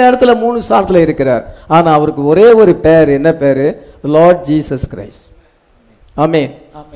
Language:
Tamil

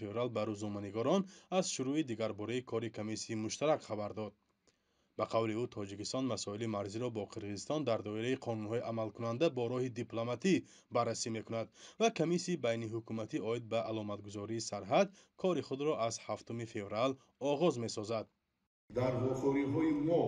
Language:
Tajik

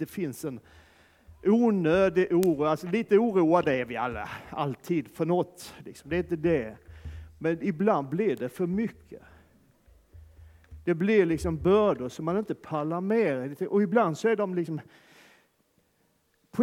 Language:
Swedish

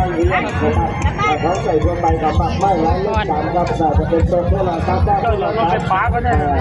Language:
Northeastern Thai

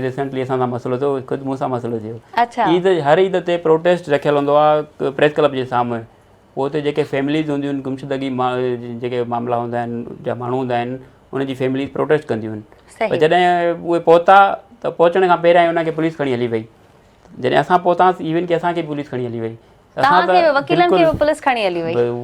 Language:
Sindhi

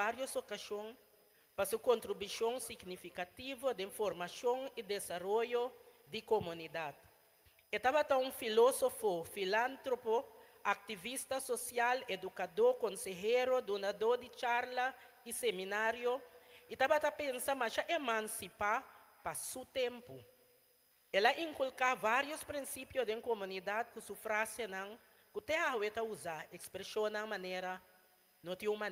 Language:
Papiamento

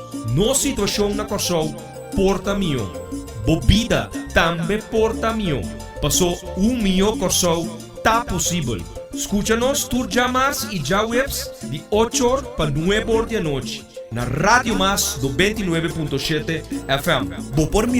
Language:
Papiamento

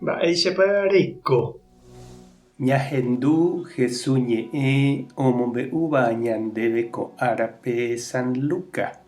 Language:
Guarani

